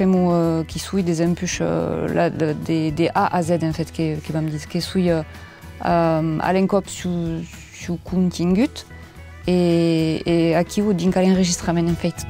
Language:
Occitan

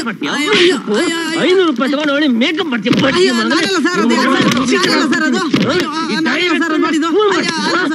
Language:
Kannada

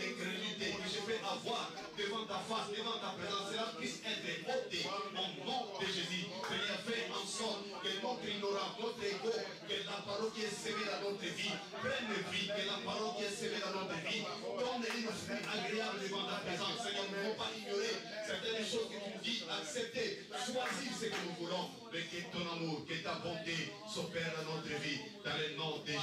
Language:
French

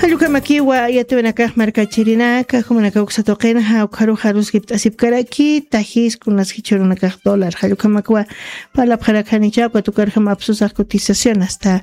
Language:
Aymara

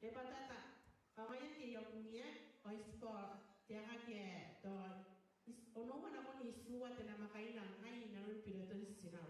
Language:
Gilbertese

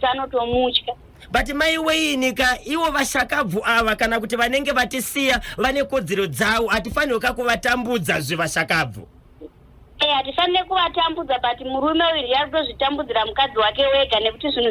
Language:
Shona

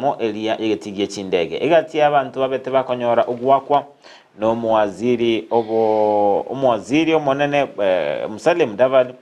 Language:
Gusii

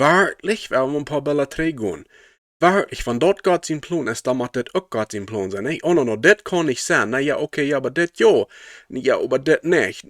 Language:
Plautdietsch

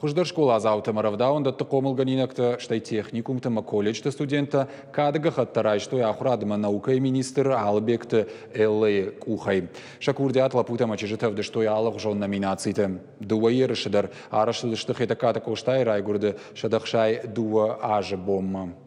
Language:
Ossetic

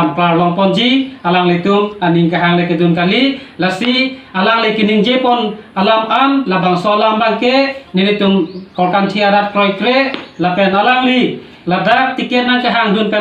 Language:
Karbi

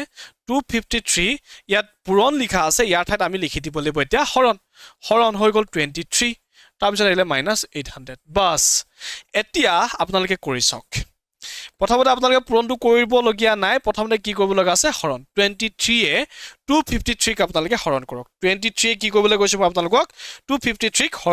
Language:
Assamese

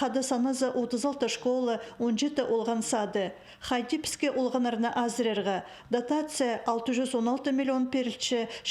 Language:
Khakas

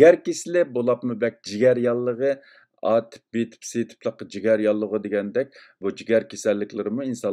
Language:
Uyghur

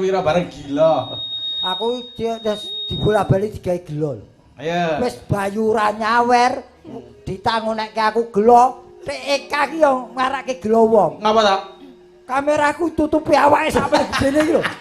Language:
Javanese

